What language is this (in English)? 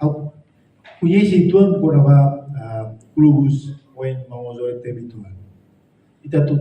Tetum